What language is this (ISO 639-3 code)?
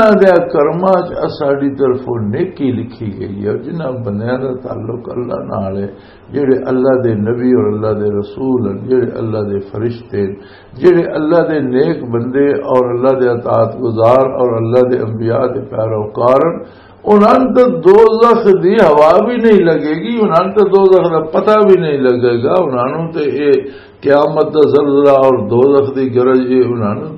lah